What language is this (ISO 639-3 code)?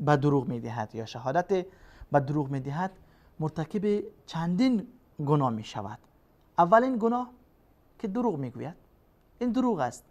fas